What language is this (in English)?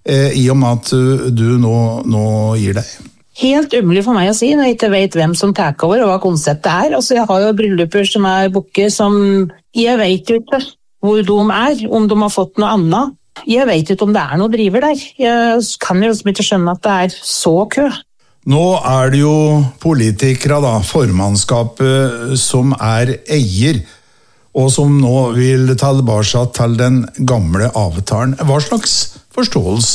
Norwegian